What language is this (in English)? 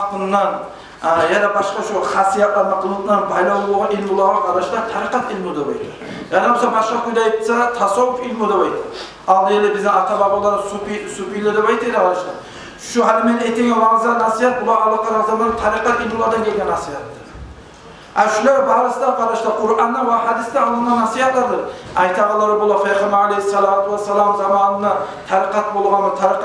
Kumyk